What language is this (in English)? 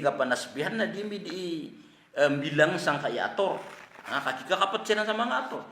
Maranao